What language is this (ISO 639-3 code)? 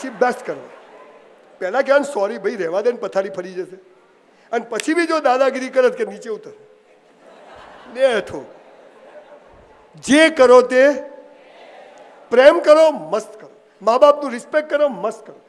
guj